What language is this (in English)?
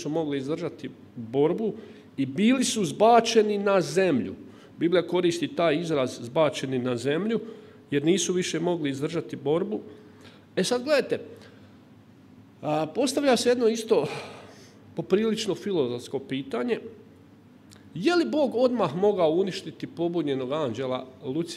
Croatian